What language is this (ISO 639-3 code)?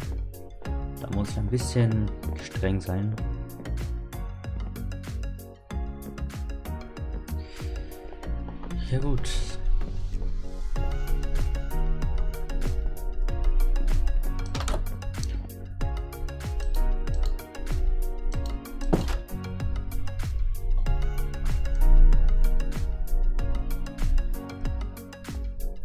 deu